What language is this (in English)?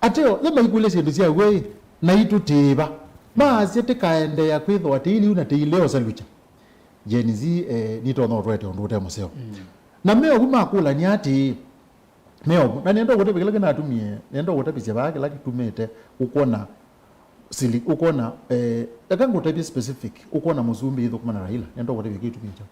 Kamba